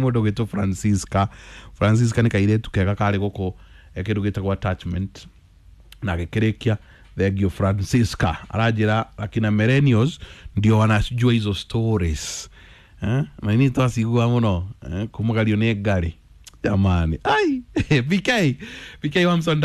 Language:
Kikuyu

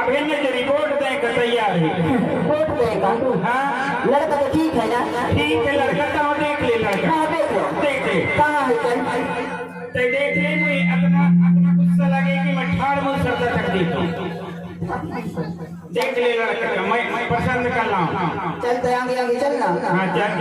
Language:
Chhattisgarhi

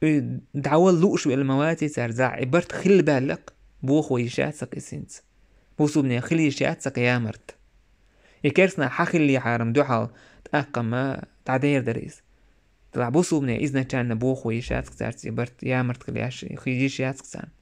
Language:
Chechen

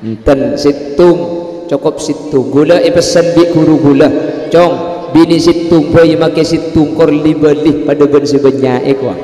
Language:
Madurese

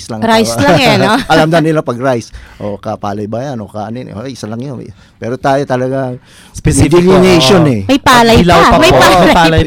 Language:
Filipino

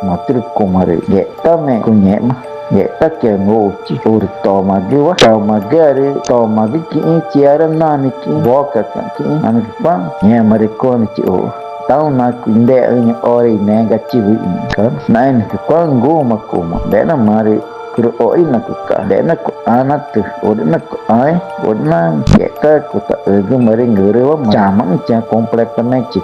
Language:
Ticuna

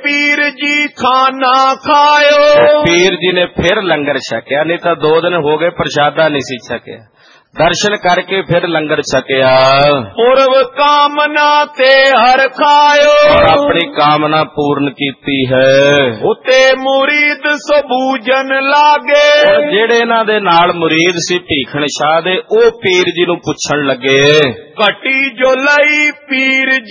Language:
Punjabi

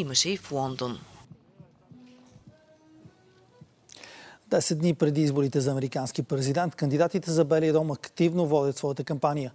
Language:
Bulgarian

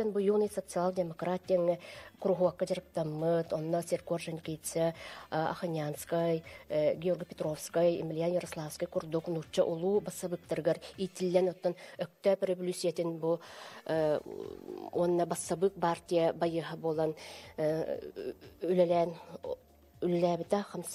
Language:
Yakut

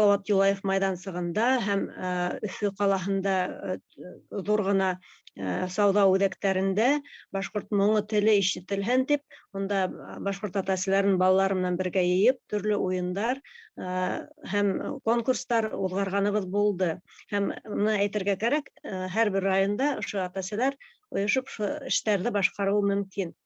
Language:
Bashkir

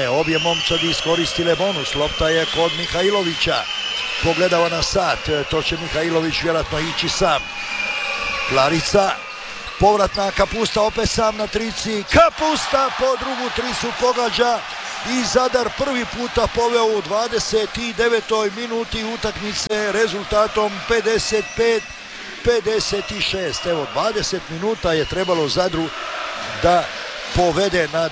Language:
Croatian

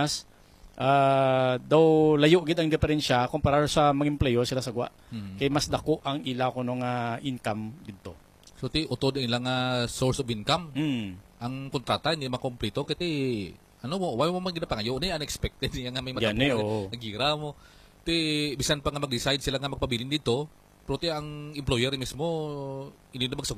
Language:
Hiligaynon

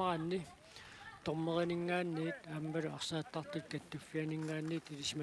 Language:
Kalaallisut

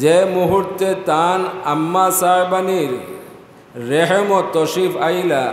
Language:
Sylheti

